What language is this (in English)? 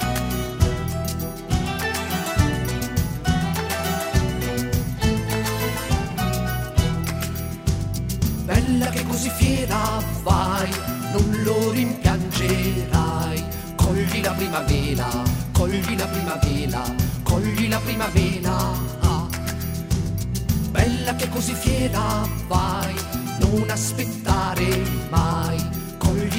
Italian